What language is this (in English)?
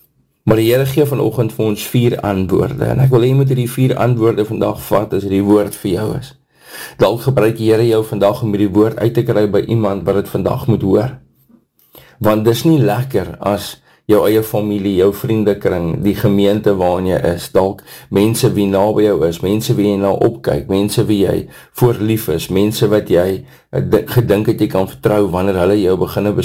Afrikaans